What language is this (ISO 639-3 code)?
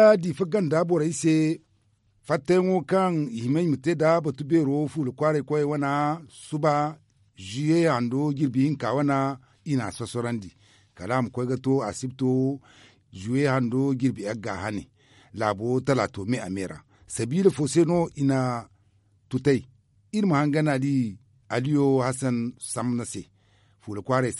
dje